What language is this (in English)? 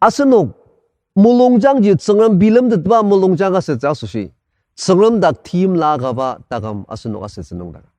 Ao Naga